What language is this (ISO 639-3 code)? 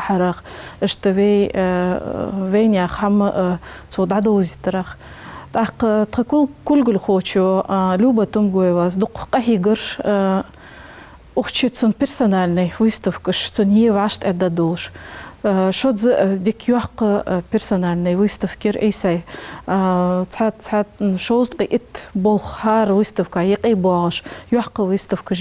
inh